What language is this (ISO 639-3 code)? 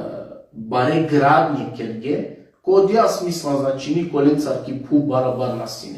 rmn